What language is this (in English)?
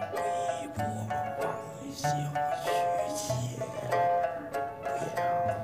Chinese